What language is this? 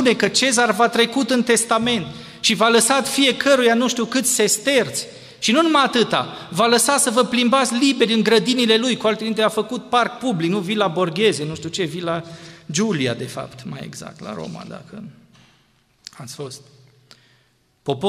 Romanian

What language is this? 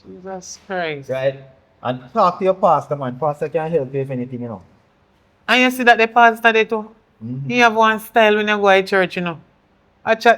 Jamaican Creole English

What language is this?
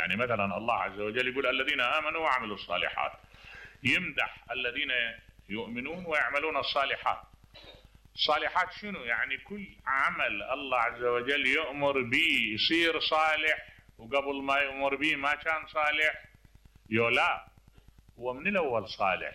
Mesopotamian Arabic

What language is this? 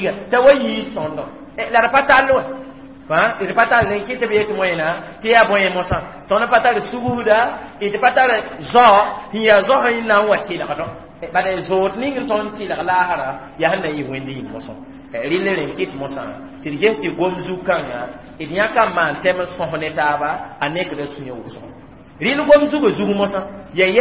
Mossi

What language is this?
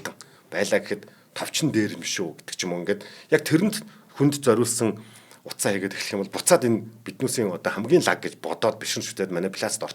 Mongolian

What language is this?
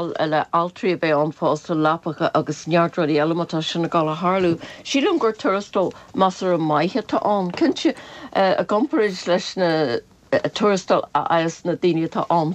Irish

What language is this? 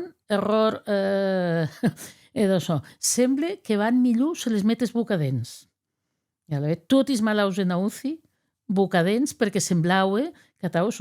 Occitan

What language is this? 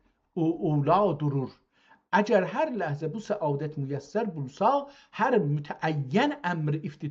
South Azerbaijani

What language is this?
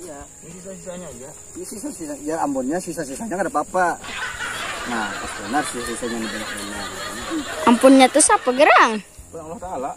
Banjar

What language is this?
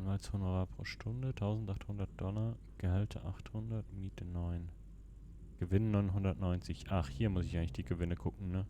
Swiss German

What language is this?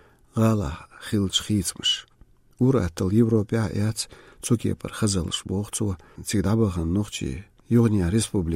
Chechen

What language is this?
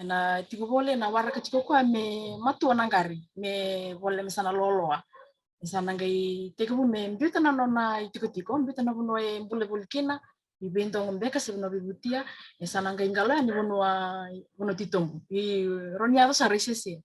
Fijian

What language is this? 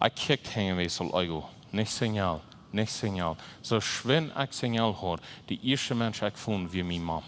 Plautdietsch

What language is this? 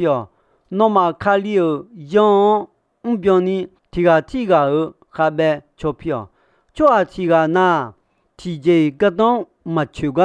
Akha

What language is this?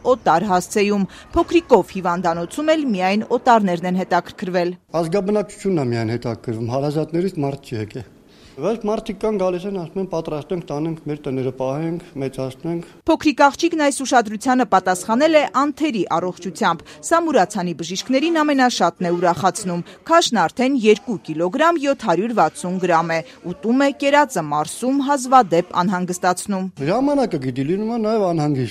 Armenian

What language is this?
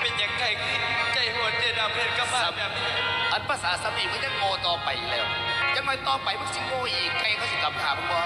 Northeastern Thai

